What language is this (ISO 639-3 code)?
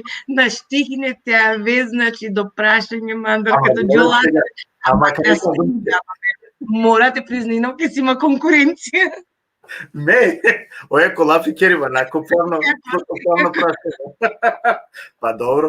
rmn